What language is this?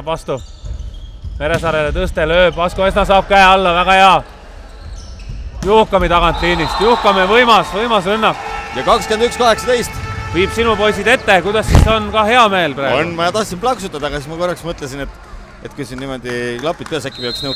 Estonian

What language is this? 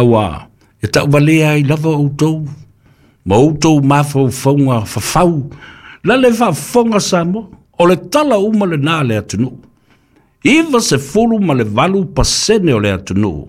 Samoan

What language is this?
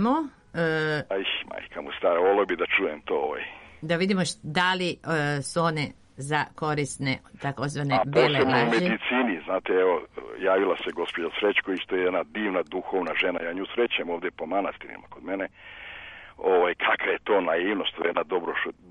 Serbian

